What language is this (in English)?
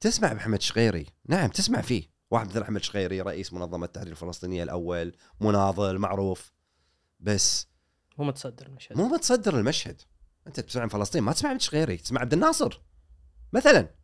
Gulf Arabic